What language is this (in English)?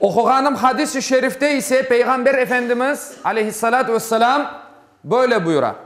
Crimean Tatar